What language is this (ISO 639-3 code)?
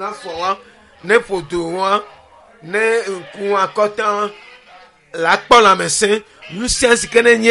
ewe